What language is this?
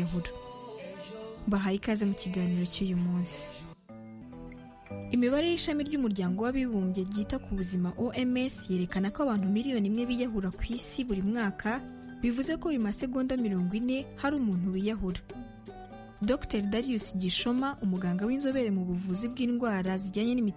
Kinyarwanda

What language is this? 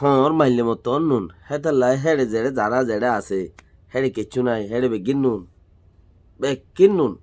Rohingya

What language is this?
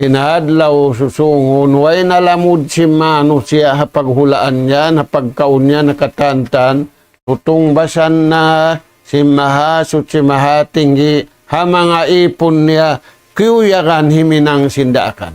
Tausug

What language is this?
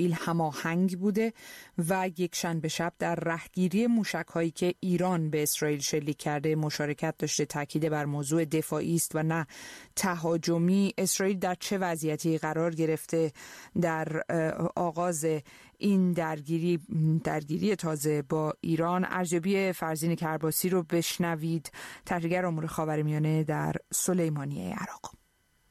Persian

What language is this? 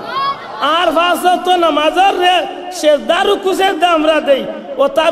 Sylheti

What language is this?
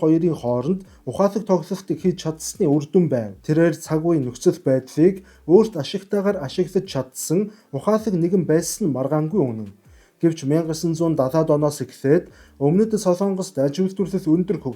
Mongolian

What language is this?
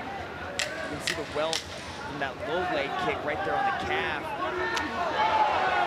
English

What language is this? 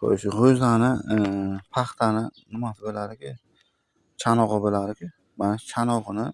Uzbek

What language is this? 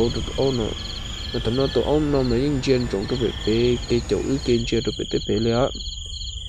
Hmong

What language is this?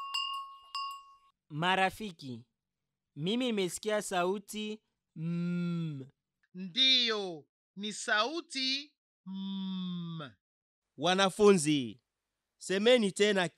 Swahili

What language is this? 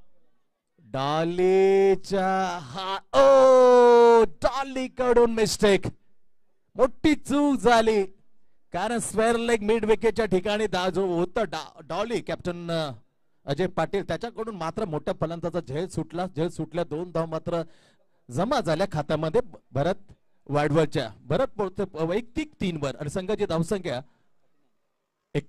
Marathi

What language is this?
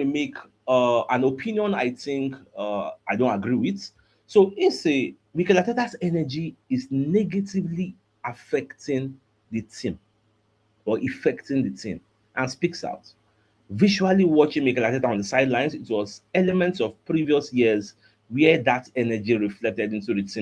Nigerian Pidgin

